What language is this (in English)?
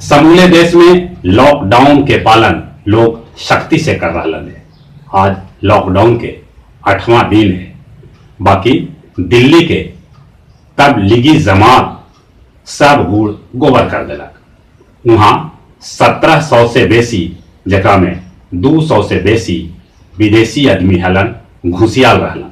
Magahi